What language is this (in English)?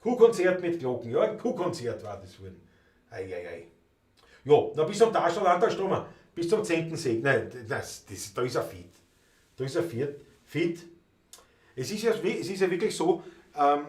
Bavarian